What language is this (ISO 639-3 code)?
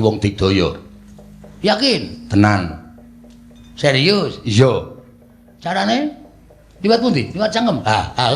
jav